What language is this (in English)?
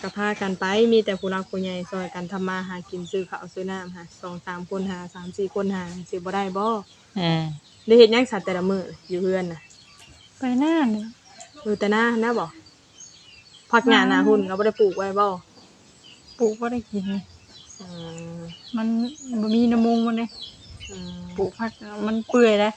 Northeastern Thai